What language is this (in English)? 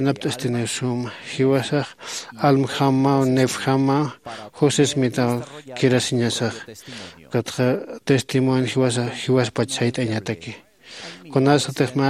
Aymara